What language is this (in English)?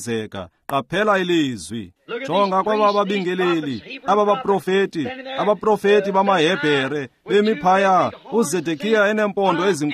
Xhosa